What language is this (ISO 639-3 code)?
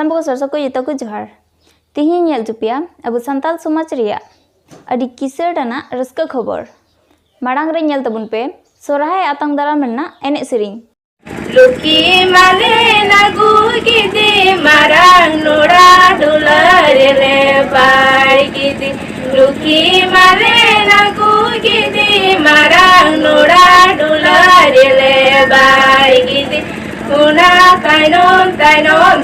sat